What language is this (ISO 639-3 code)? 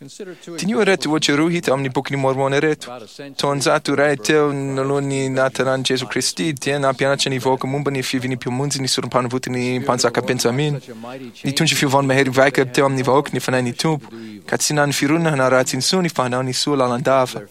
mlg